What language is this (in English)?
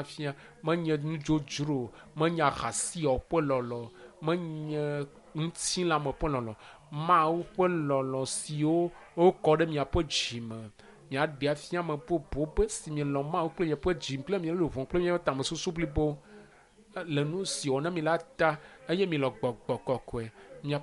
Ewe